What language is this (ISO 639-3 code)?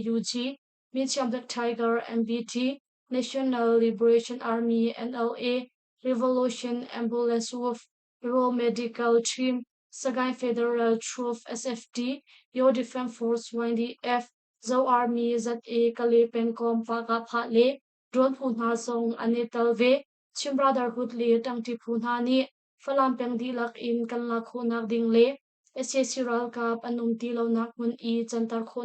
cnh